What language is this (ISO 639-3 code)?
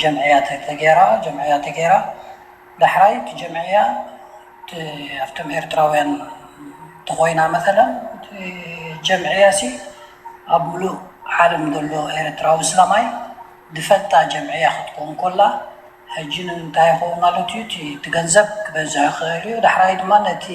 tir